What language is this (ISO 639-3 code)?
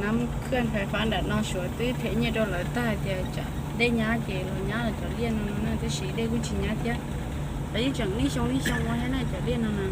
hmn